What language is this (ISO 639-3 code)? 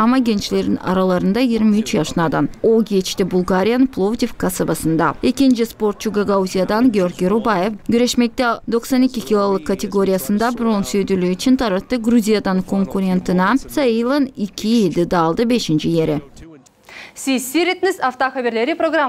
gag